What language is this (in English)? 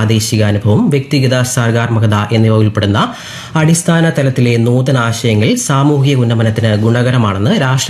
Malayalam